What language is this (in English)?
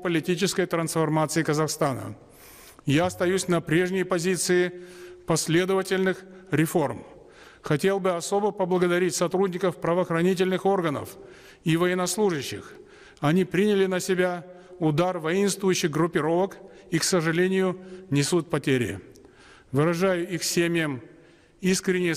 Russian